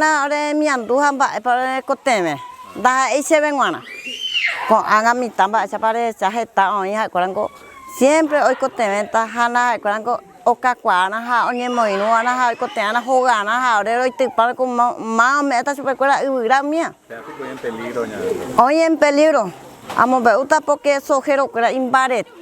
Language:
Guarani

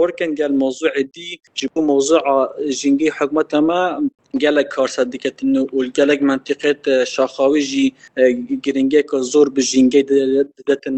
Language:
Kurdish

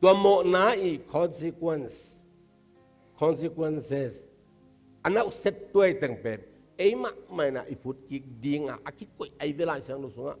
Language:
Tedim Chin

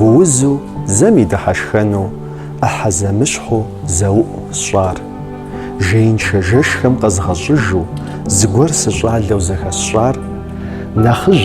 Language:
Kabardian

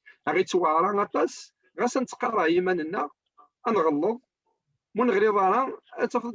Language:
Kabyle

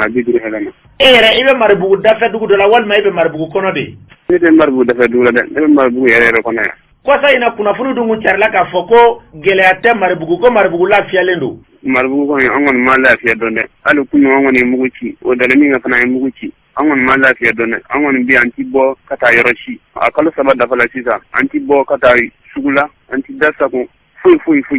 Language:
Bambara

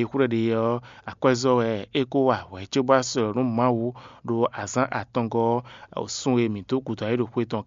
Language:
Fon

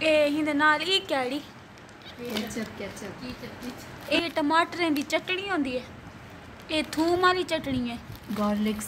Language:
Saraiki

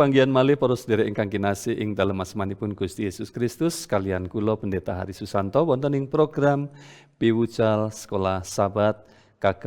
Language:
Javanese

